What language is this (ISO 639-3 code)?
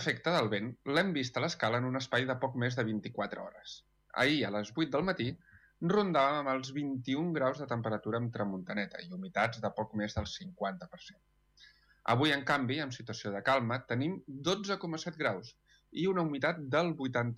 cat